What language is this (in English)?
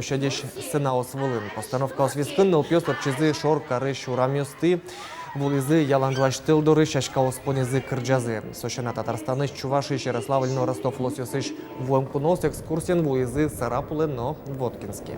Udmurt